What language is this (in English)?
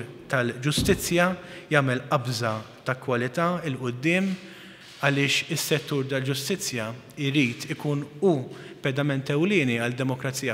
Maltese